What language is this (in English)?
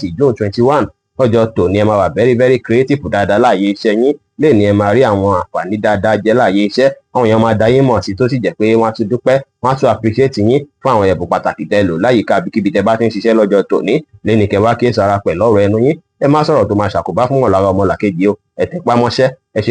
Yoruba